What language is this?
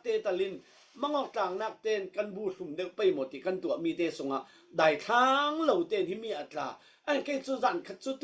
Falam Chin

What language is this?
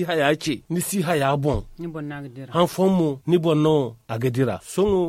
Zarma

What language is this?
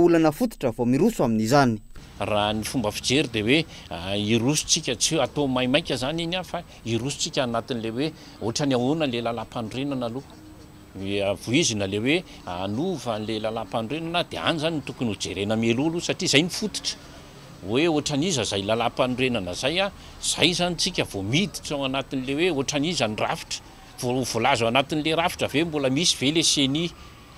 Malagasy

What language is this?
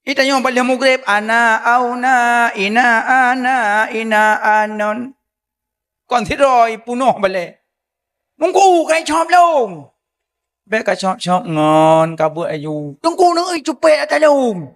Achinese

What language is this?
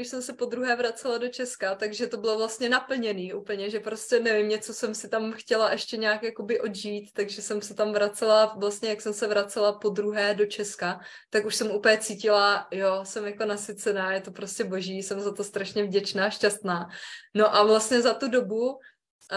Czech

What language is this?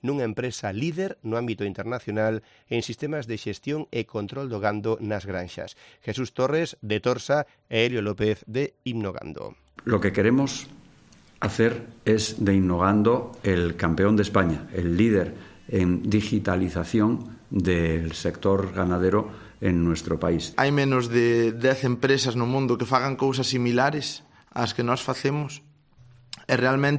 Galician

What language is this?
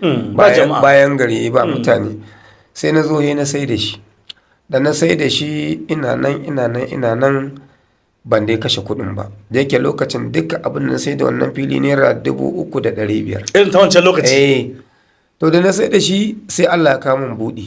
Hausa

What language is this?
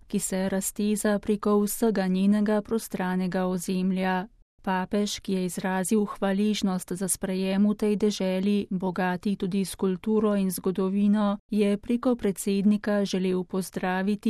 Slovenian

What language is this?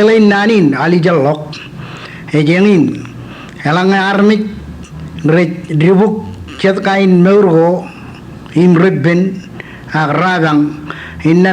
Marshallese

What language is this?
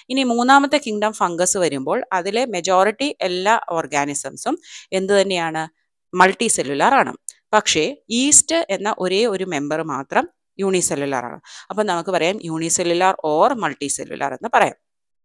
Malayalam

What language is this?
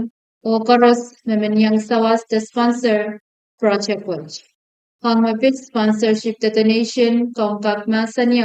Pohnpeian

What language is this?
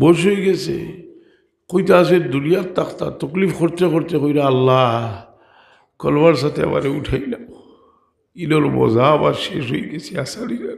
Sylheti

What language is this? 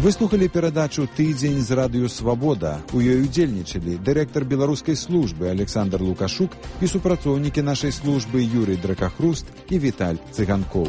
Belarusian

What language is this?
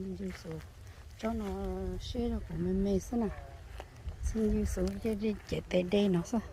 Hmong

